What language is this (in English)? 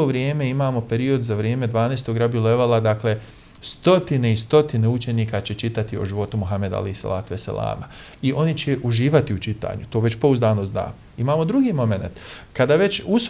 Bosnian